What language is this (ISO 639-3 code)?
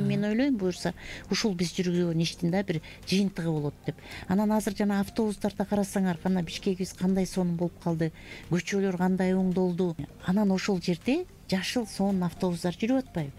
kir